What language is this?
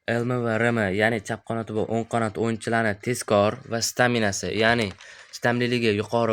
Uzbek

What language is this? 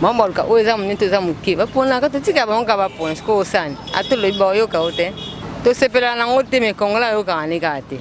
Lingala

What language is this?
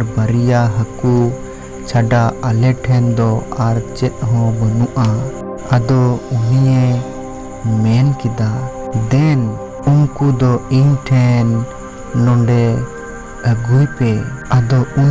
Santali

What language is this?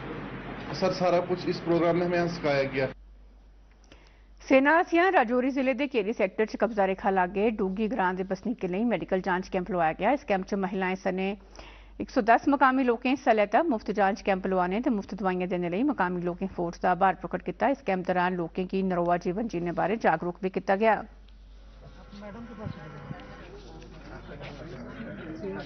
Dogri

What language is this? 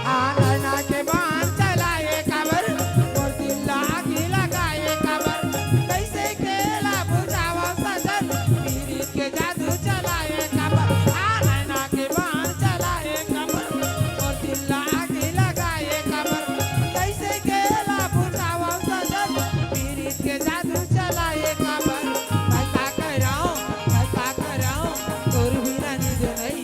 Chhattisgarhi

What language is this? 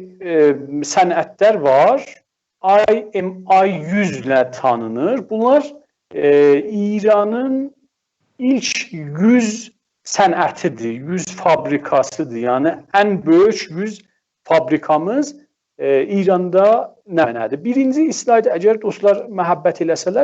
South Azerbaijani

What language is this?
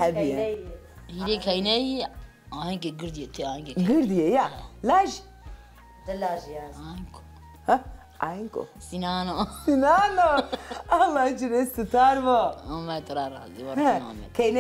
Zaza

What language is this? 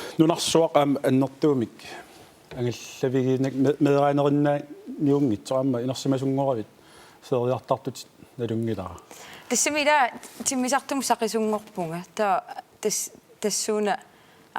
Kalaallisut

